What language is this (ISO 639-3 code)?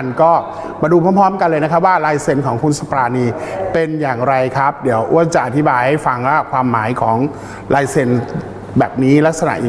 tha